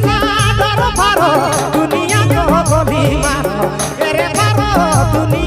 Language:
Sadri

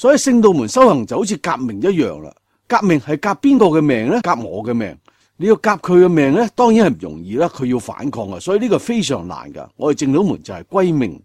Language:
Cantonese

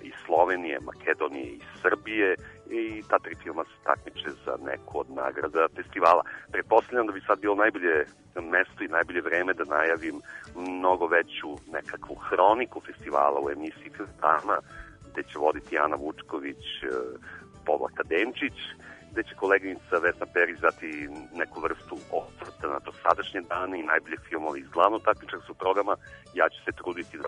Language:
Serbian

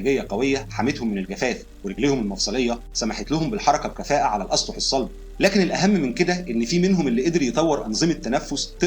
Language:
Egyptian Arabic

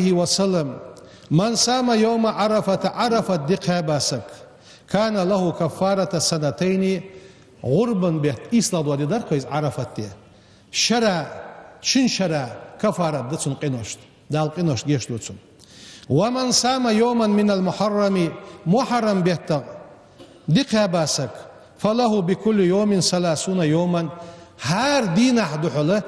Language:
Ingush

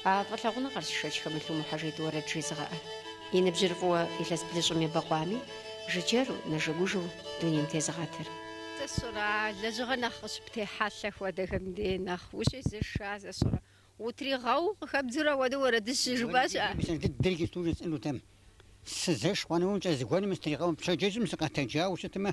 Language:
Kabardian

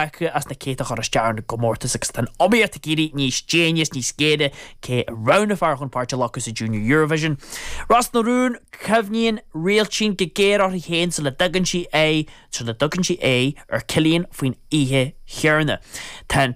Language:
Irish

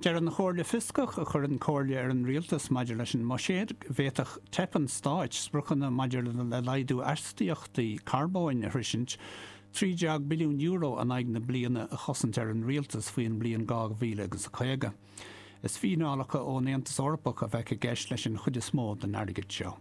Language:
Irish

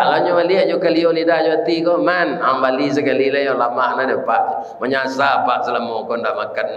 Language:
Minangkabau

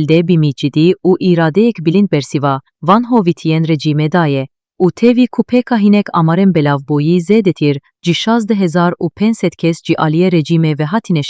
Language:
Kurdish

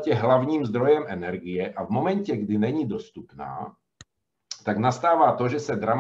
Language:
Czech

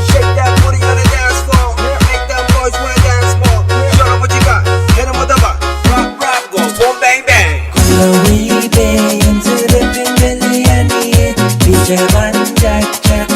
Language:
Pohnpeian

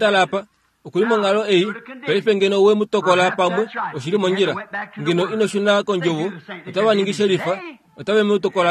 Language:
Kuanyama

